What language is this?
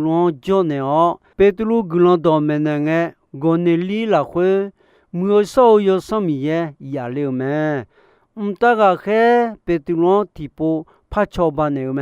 Akha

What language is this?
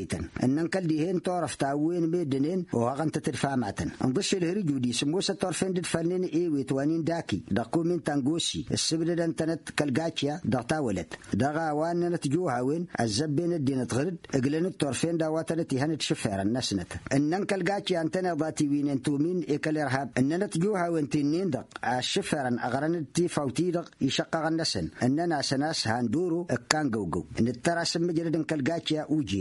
Tamasheq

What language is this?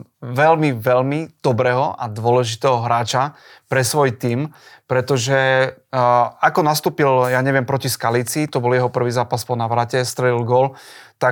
Slovak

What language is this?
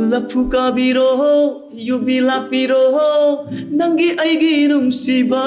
Manipuri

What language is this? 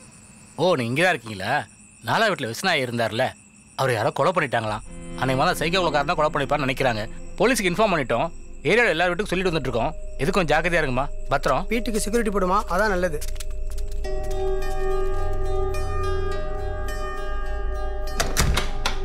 Tamil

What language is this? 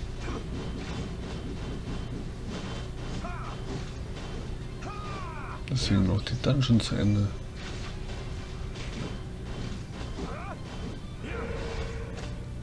German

